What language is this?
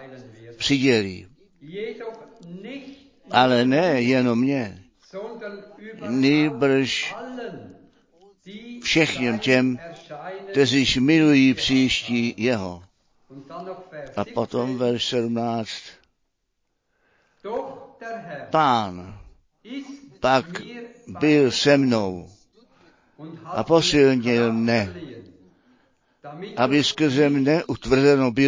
Czech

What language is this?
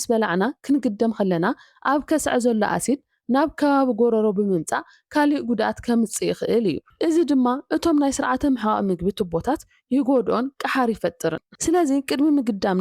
Tigrinya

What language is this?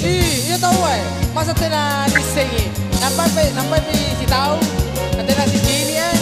Makasar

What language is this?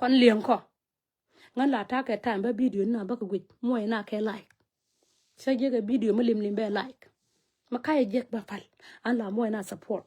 Nuer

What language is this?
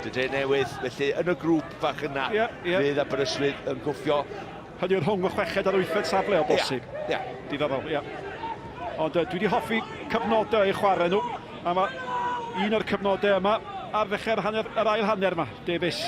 Welsh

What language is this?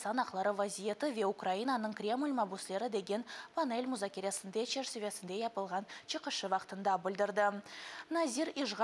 Crimean Tatar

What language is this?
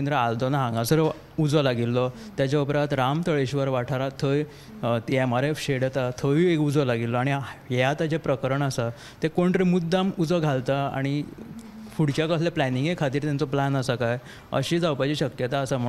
Konkani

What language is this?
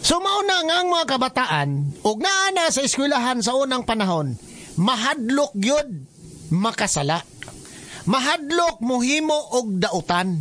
Cebuano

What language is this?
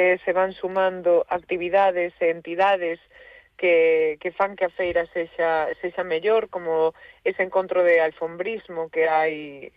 Galician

